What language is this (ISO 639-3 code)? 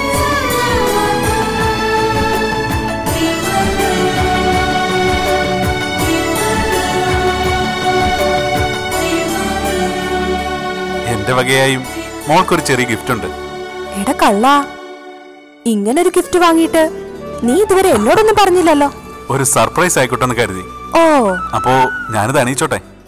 mal